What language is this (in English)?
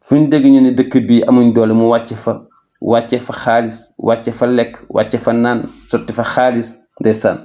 Wolof